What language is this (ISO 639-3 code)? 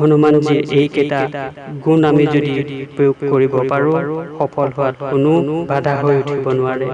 asm